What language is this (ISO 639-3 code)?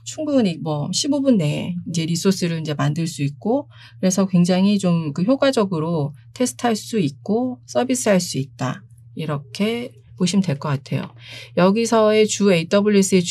kor